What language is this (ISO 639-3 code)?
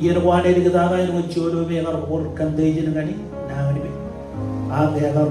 mah